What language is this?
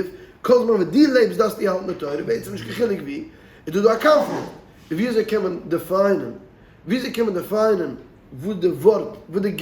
Yiddish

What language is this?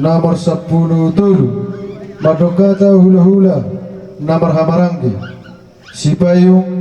Batak Toba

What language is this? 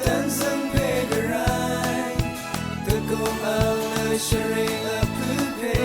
Rawang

